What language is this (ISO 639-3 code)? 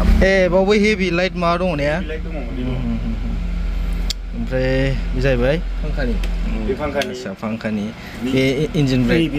brx